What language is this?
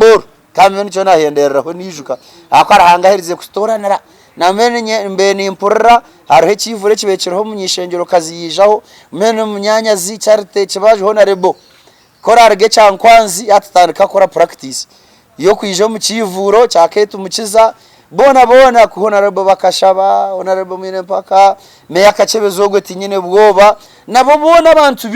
Nyankole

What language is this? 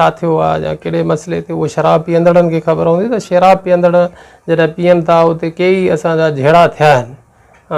Sindhi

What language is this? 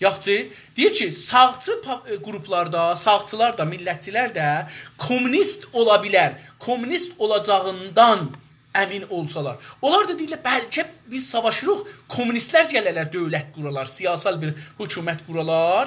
South Azerbaijani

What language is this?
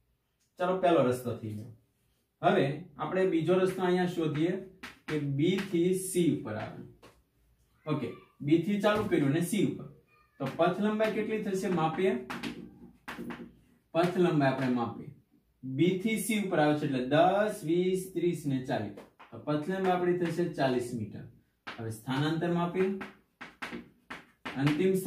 Gujarati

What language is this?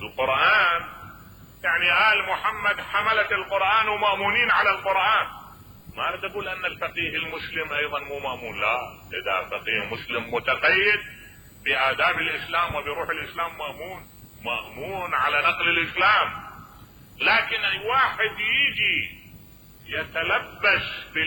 Mesopotamian Arabic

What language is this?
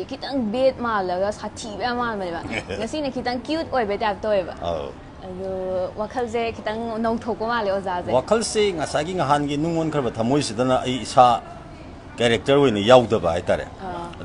Manipuri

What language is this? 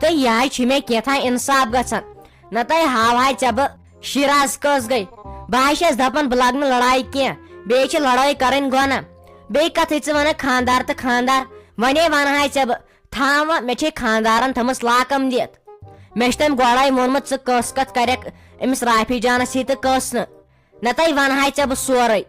Kashmiri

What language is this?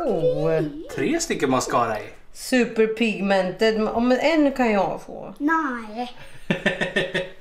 Swedish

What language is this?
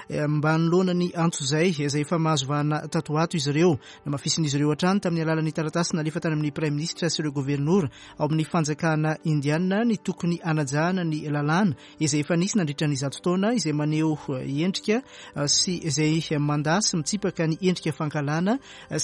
Malagasy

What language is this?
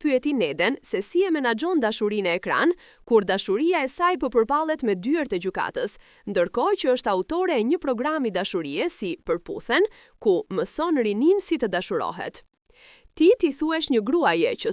Albanian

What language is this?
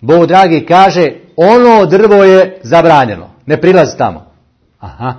Bosnian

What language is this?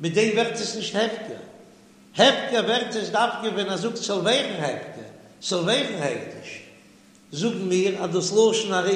Yiddish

